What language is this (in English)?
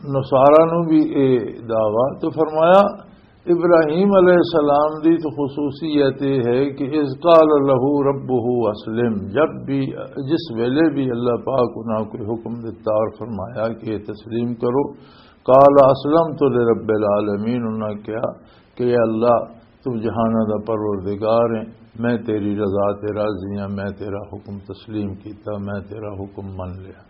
Western Panjabi